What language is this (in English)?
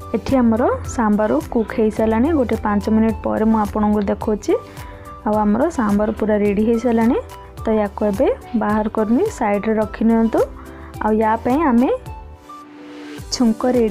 Odia